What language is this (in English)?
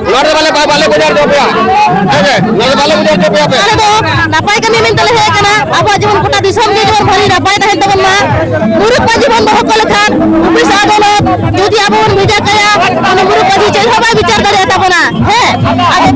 Santali